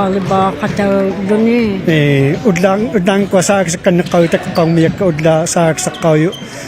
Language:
Inuktitut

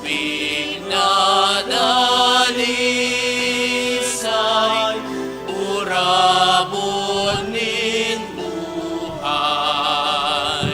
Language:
Bikol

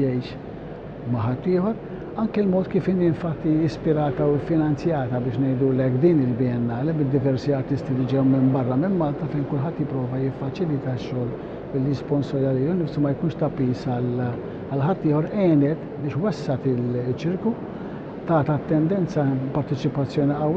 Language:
Maltese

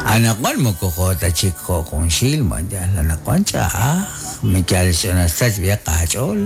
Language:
Kekchí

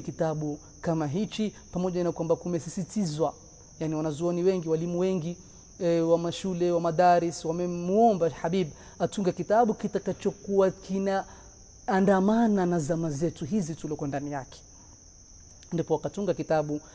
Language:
Swahili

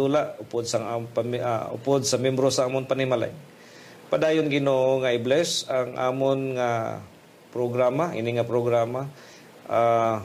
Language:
Hiligaynon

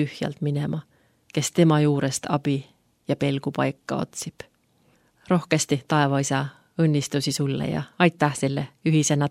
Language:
Estonian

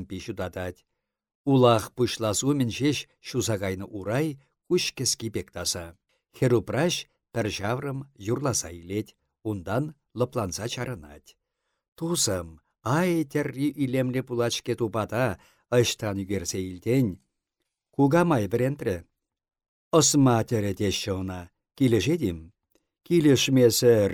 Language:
Chuvash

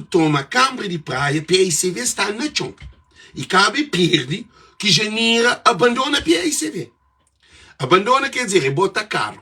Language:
Kabuverdianu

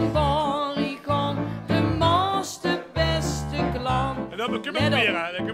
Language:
Limburgish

